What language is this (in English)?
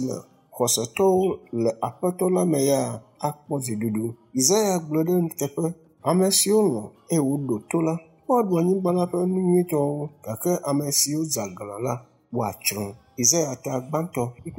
Ewe